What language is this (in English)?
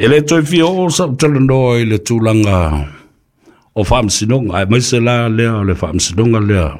Samoan